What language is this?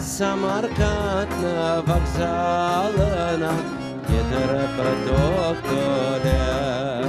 Crimean Tatar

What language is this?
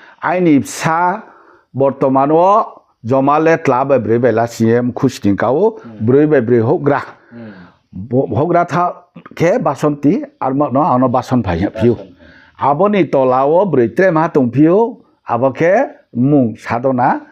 Riang (India)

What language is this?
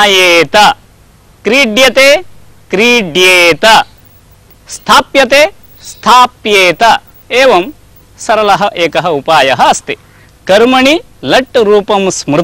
Sanskrit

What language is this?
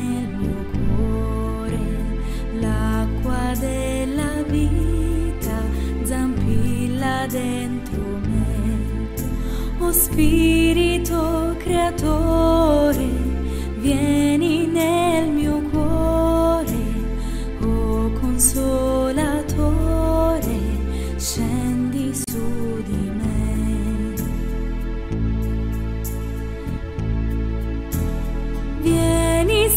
Italian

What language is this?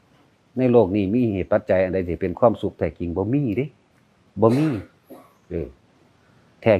Lao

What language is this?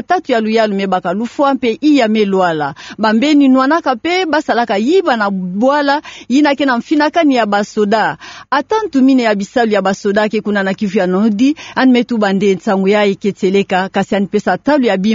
Kituba (Democratic Republic of Congo)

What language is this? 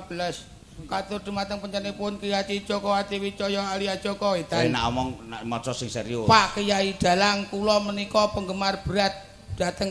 Javanese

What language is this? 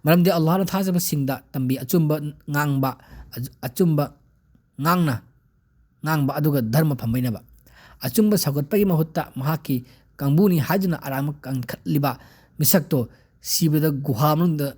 Manipuri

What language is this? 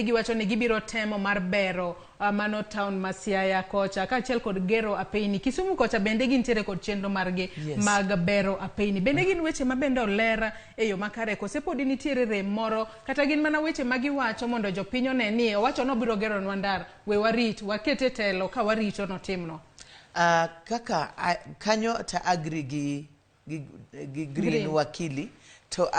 Luo (Kenya and Tanzania)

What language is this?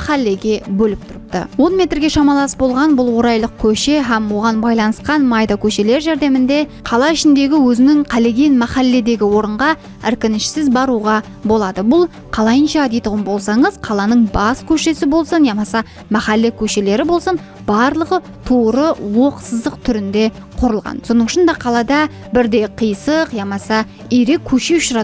Kara-Kalpak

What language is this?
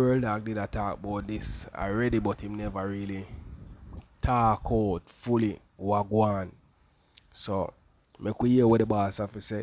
Jamaican Creole English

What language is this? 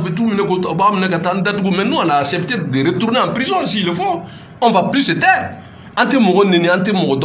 Bambara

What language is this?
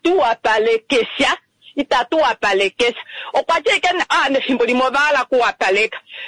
Kuanyama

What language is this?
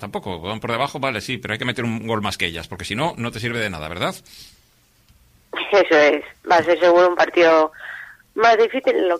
Spanish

